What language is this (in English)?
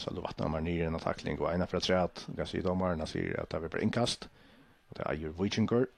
Faroese